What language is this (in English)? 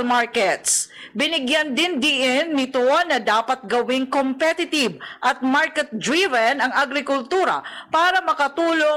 Filipino